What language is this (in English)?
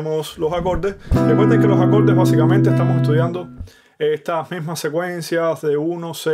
Spanish